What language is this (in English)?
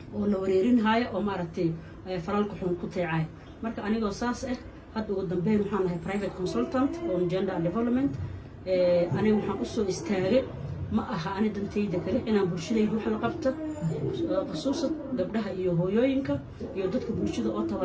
Somali